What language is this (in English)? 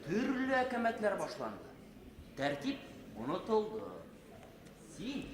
Bashkir